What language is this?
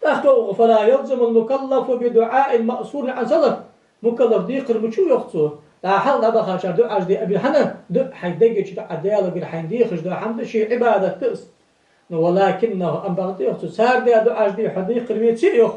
Ingush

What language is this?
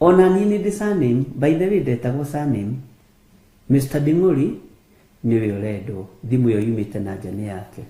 Kikuyu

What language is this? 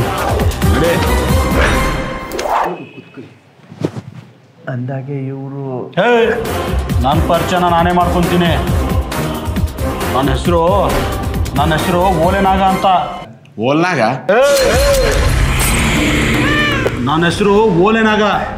Kannada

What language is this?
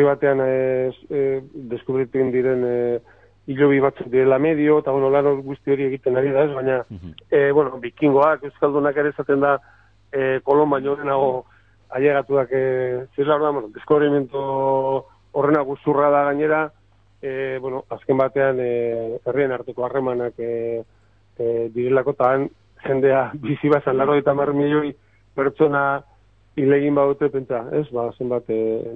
Basque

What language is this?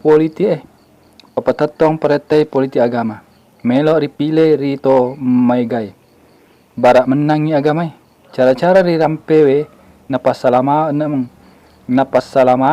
Buginese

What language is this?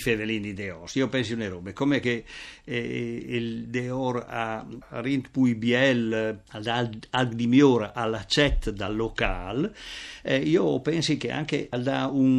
Friulian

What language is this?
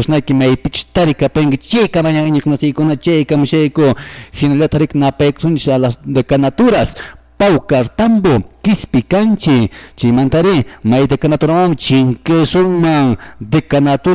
Quechua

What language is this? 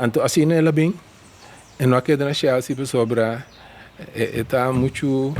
Papiamento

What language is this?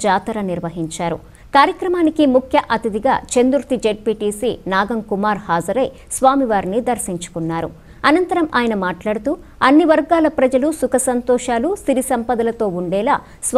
Telugu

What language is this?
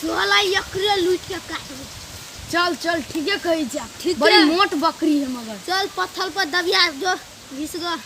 Maithili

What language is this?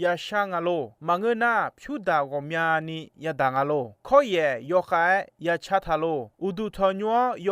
Akha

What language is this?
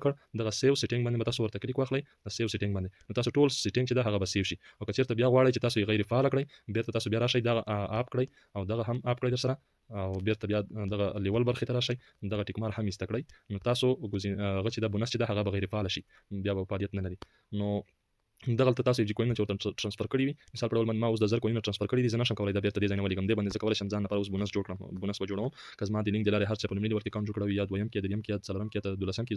Pashto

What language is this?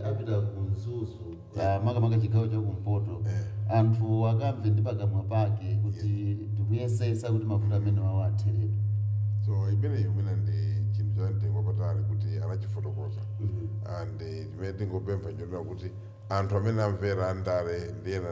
Nyanja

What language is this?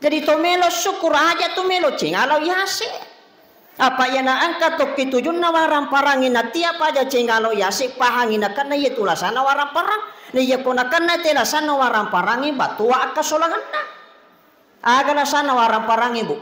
Buginese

